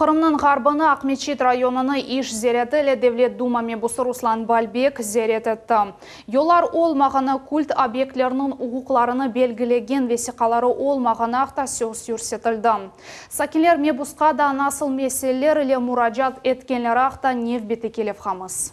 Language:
Crimean Tatar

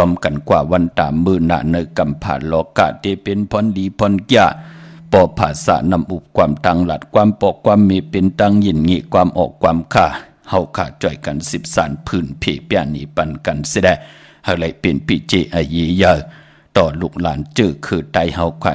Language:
Shan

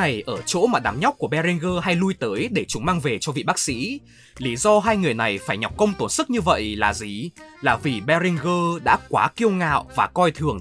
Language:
Vietnamese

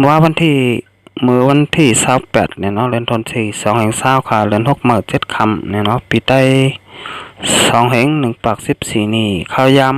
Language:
Shan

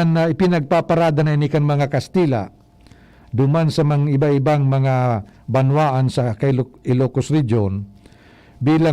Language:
Bikol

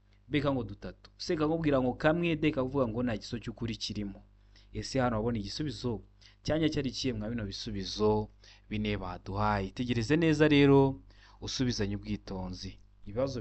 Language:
Kinyarwanda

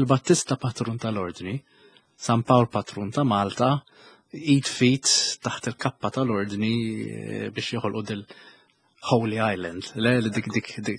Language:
Maltese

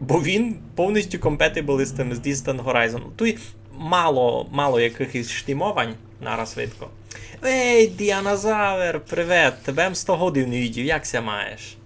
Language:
Rusyn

